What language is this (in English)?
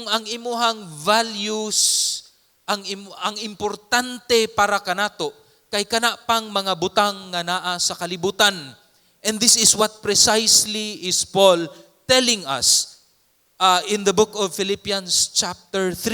Cebuano